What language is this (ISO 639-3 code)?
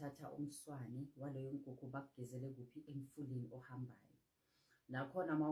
zul